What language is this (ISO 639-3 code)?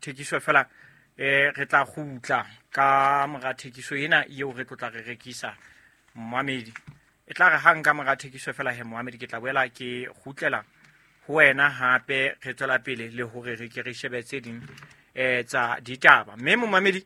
sot